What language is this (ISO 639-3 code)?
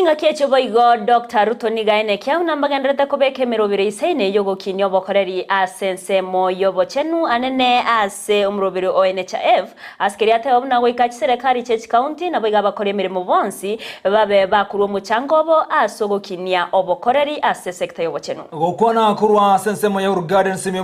guz